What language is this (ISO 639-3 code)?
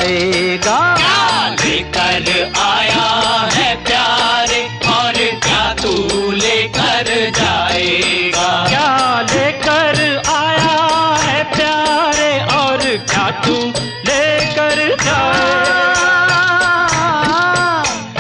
hin